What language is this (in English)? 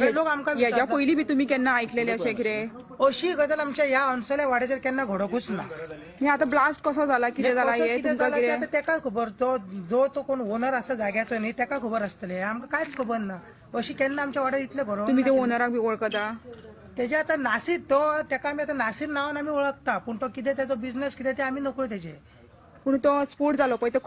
Konkani